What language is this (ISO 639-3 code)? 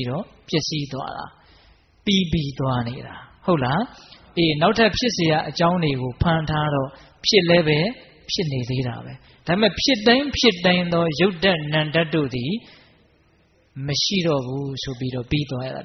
mya